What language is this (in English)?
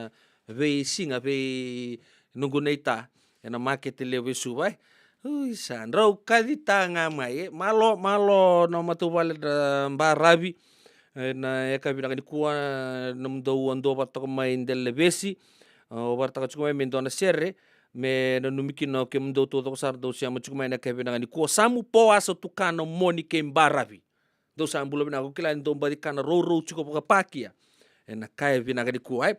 Fijian